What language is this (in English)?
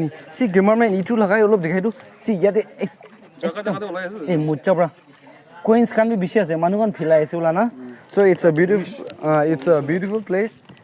Naga Pidgin